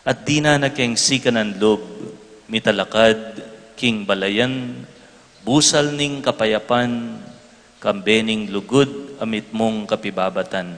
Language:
Pampanga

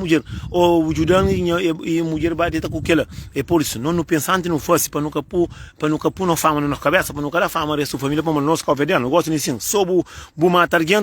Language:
Kabuverdianu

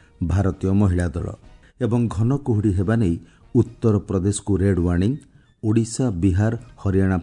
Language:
Odia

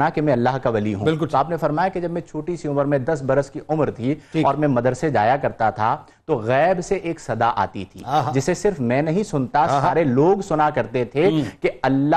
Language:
Urdu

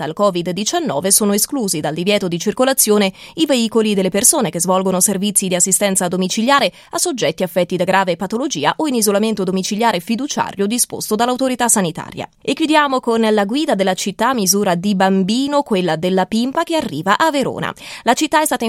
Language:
Italian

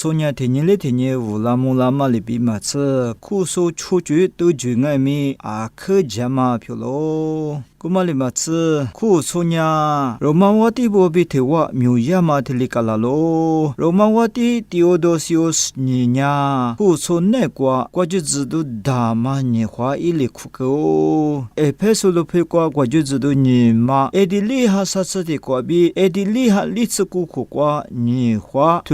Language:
Lisu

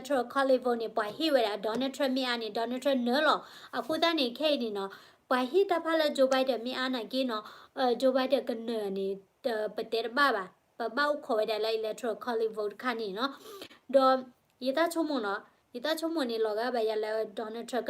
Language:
S'gaw Karen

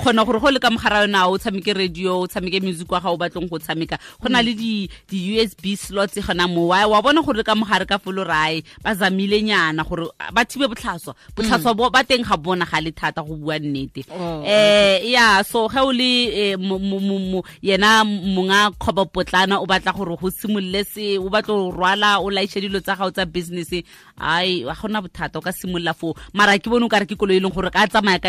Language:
Tswana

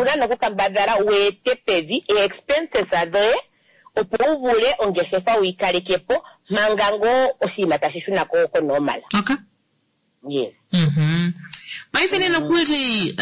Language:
Kuanyama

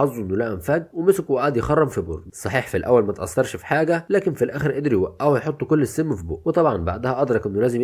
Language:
Egyptian Arabic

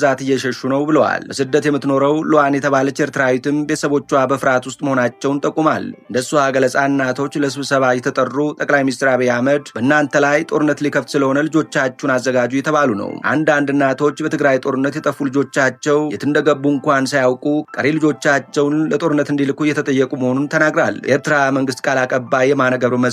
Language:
Amharic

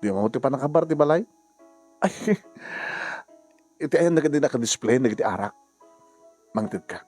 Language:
Iloko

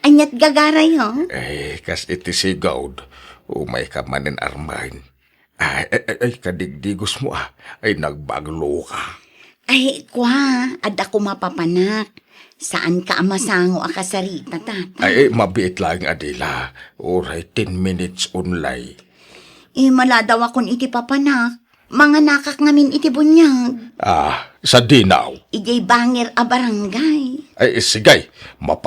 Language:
Iloko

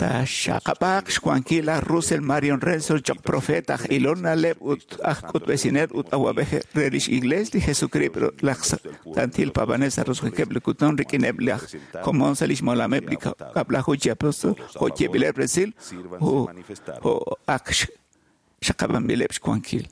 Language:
Kekchí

